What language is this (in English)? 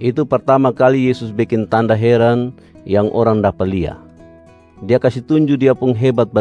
Kupang Malay